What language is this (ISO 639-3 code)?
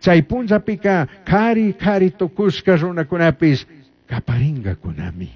qug